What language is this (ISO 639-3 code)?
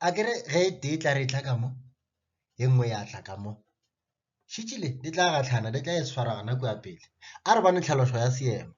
nso